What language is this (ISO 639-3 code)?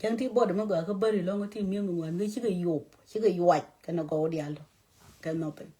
nus